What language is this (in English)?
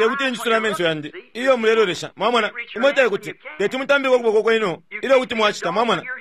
Bemba